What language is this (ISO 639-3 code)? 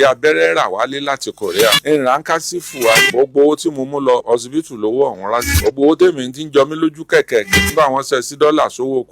yor